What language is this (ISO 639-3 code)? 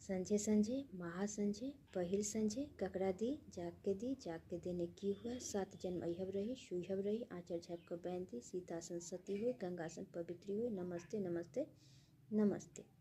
mai